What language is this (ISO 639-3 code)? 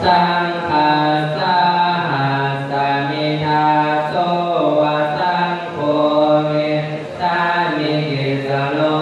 pli